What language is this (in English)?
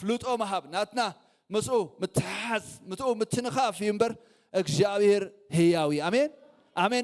Tigrinya